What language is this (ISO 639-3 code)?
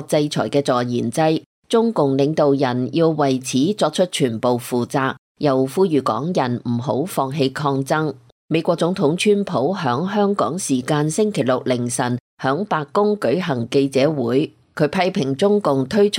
yue